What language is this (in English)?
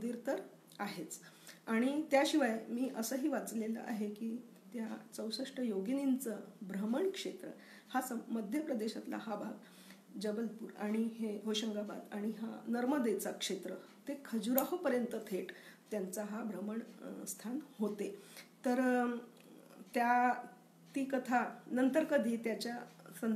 Marathi